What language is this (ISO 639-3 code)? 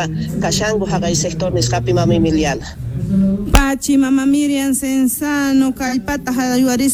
quh